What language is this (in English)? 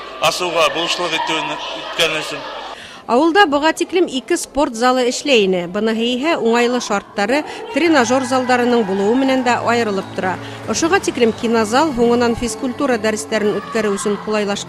Bashkir